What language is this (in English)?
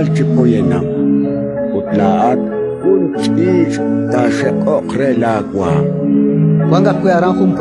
Kekchí